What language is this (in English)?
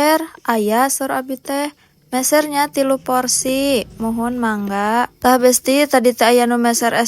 Sundanese